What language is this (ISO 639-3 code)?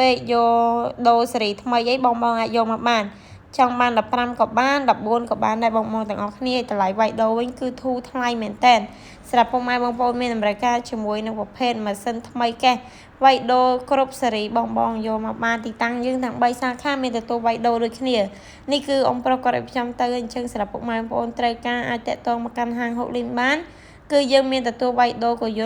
khm